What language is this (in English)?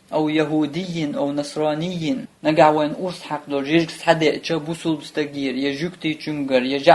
Chechen